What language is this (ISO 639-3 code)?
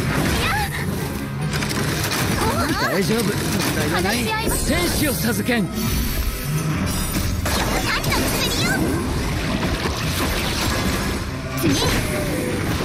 jpn